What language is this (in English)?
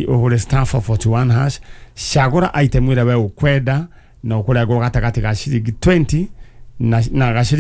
Kikuyu